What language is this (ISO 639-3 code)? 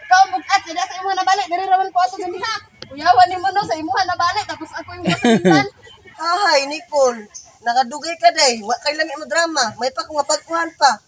ceb